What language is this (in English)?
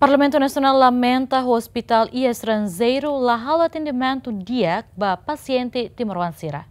Tetum